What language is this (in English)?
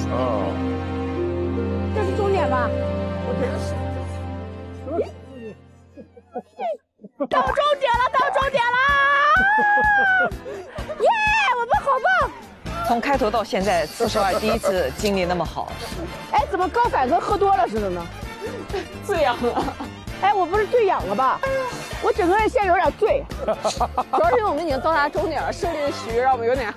Chinese